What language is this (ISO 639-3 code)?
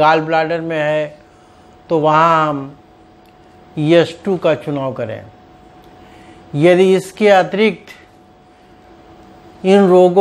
hin